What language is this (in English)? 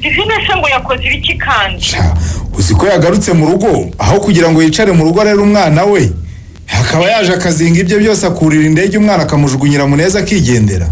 Kinyarwanda